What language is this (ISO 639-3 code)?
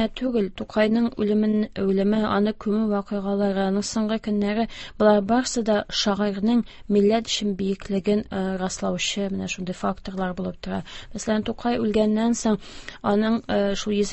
tat